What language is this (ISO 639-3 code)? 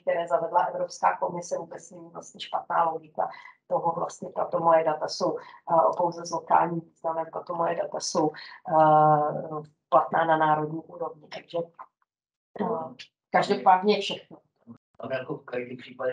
ces